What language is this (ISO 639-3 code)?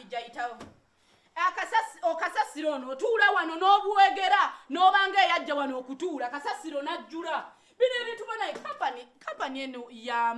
lug